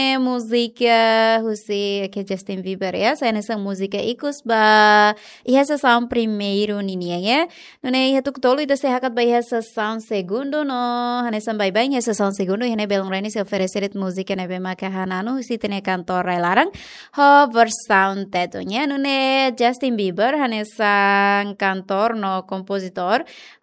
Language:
Tetum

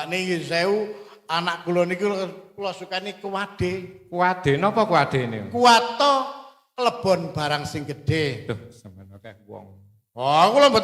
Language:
Javanese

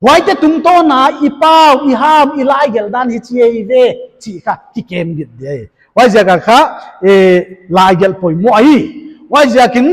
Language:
Paite Chin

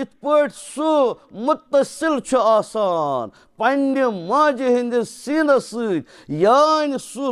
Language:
Kashmiri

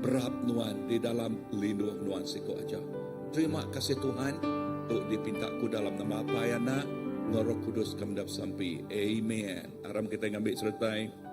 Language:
Iban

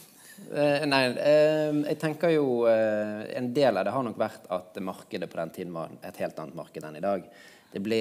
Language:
Norwegian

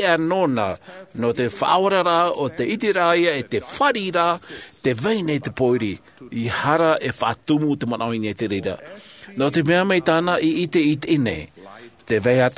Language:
Tahitian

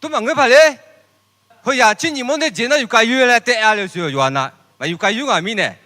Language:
Akha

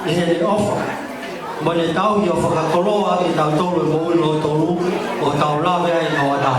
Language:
Tongan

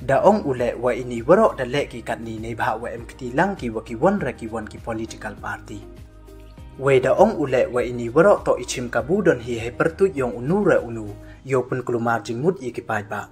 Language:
Pnar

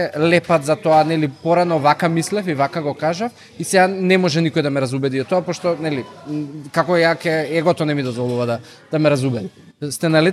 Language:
Macedonian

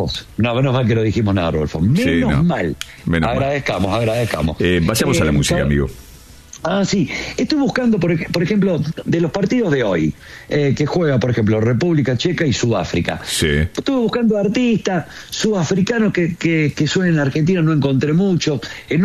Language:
Spanish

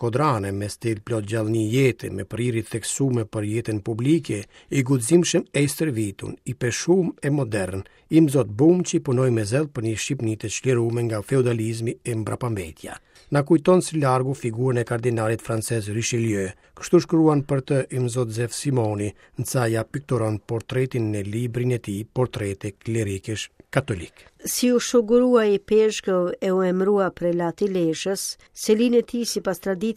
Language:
Albanian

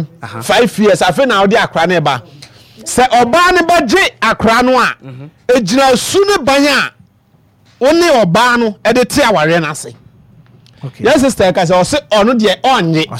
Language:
Akan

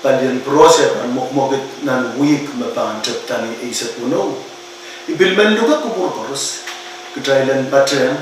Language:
Pohnpeian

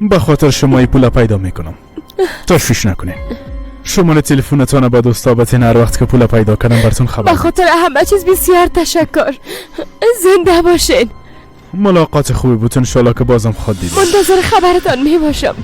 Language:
Persian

